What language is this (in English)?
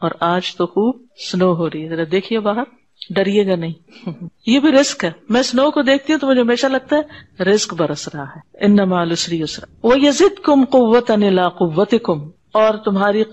Urdu